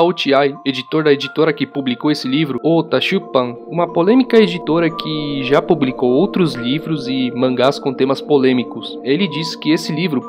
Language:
Portuguese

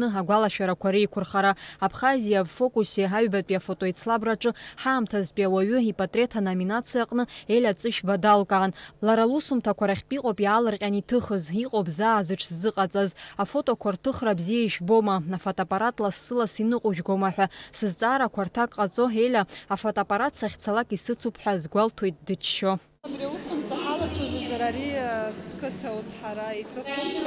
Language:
Abkhazian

